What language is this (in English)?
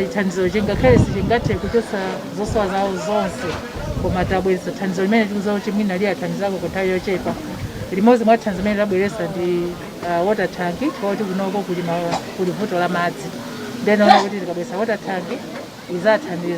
Nyanja